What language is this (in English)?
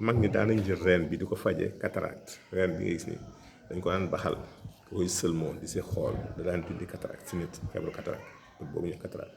Wolof